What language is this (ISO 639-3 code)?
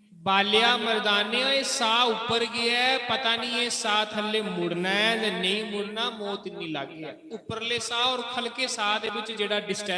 doi